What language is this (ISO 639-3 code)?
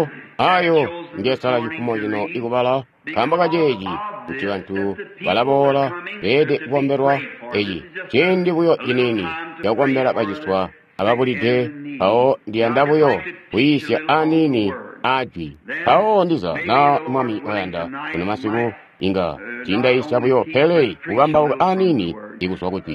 toi